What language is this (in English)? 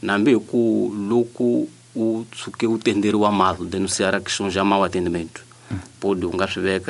Tsonga